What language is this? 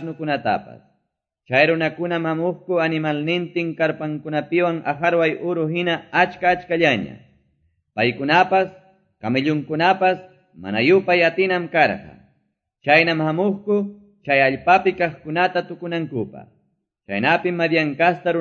Quechua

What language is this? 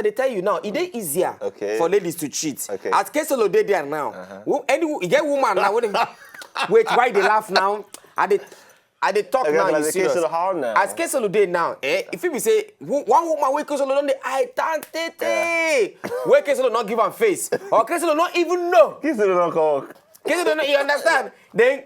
Nigerian Pidgin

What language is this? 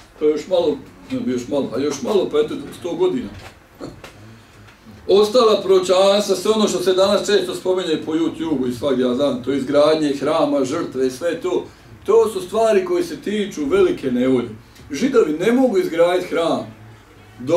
Bosnian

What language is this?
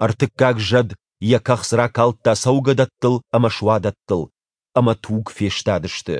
Ossetic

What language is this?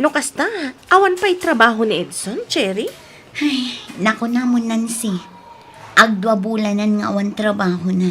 Iloko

